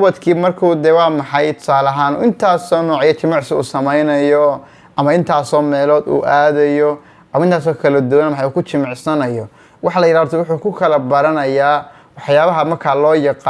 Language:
Somali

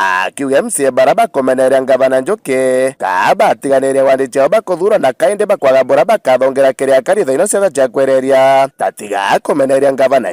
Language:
Meru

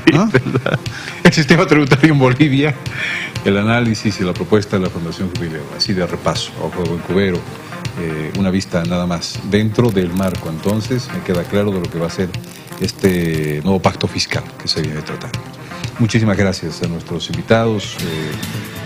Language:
Spanish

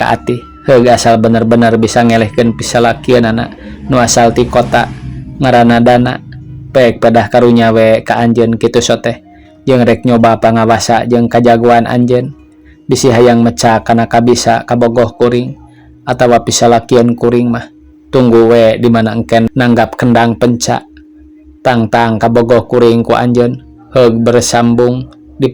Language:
Sundanese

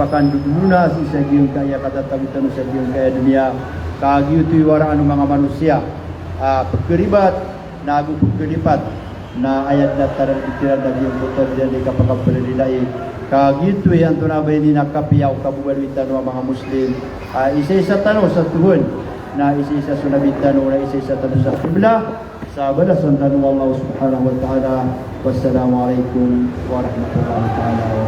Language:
Maranao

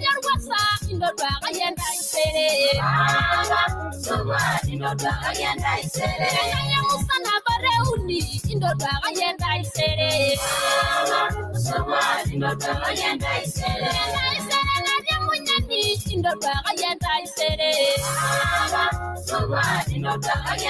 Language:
Masai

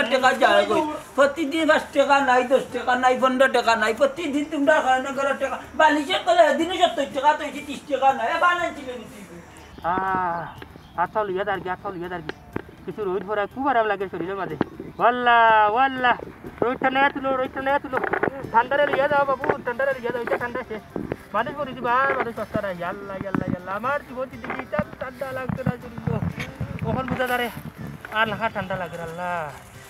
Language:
Sylheti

